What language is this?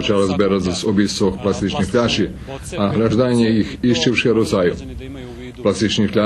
Rusyn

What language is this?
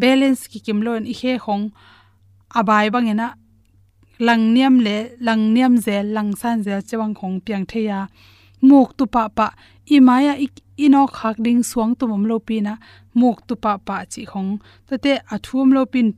Tedim Chin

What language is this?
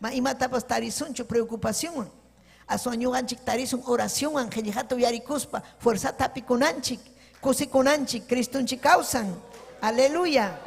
Ayacucho Quechua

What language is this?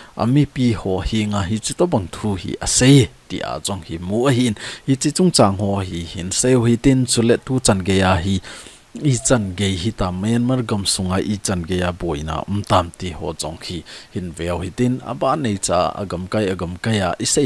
Thado Chin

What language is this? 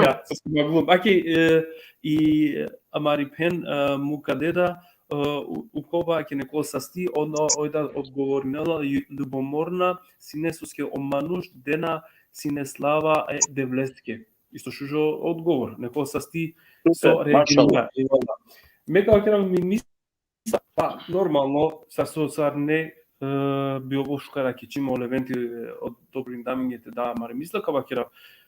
Balkan Romani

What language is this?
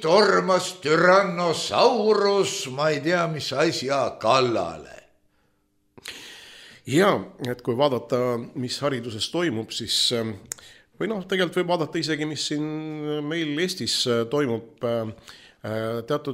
Estonian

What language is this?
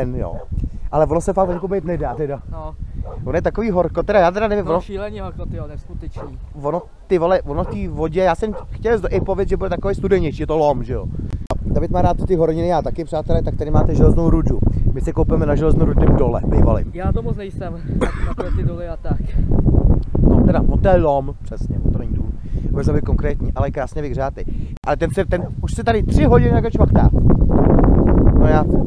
Czech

